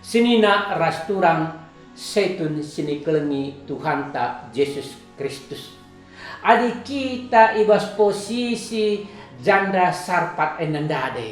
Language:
Batak Karo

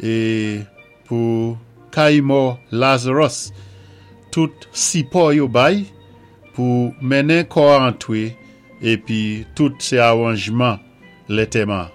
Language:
Saint Lucian Creole French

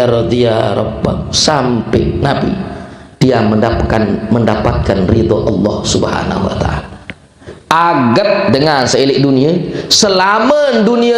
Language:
Sasak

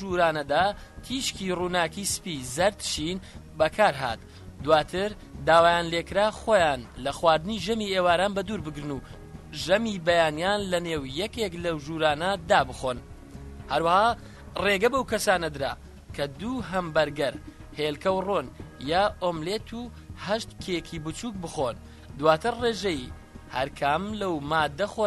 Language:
Kurdish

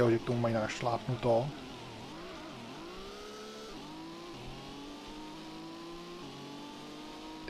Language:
Czech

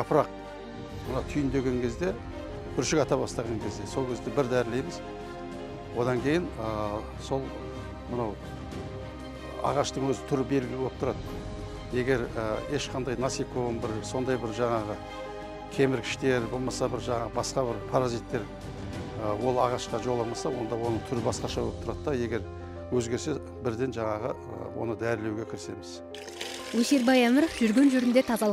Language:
Kazakh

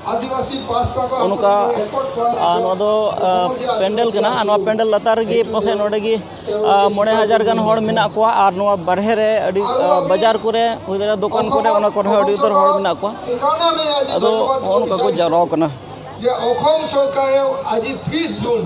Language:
Santali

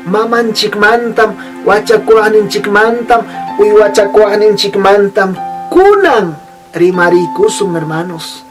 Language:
Ayacucho Quechua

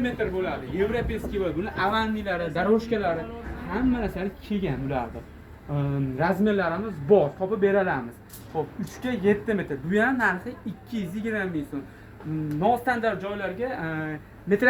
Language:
Uzbek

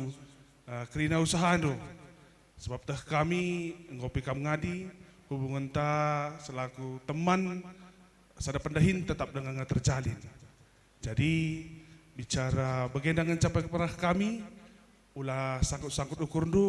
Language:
Batak Karo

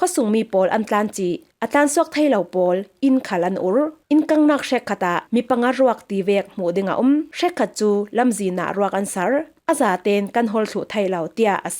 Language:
Falam Chin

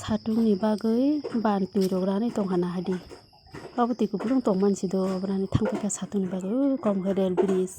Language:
Kok Borok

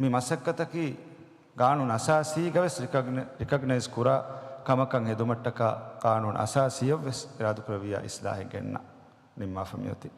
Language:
Divehi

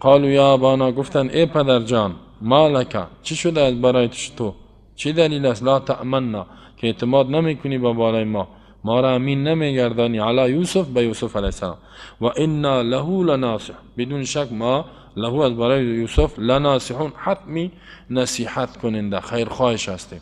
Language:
Persian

